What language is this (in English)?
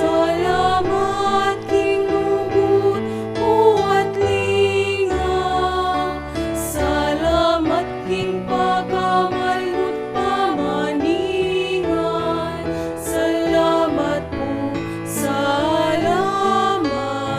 Pampanga